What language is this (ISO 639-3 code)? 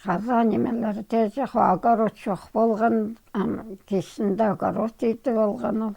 kjh